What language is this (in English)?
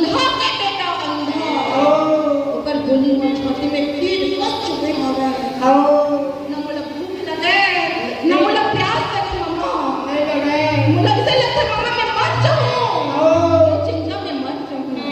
Chhattisgarhi